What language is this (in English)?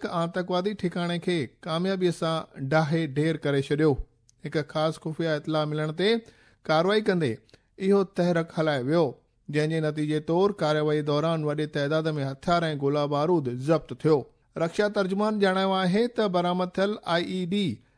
Sindhi